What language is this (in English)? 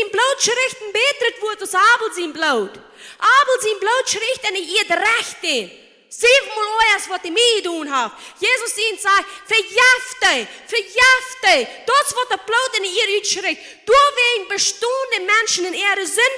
Plautdietsch